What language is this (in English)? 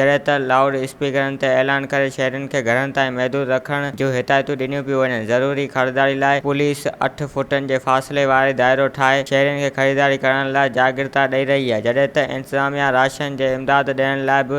Sindhi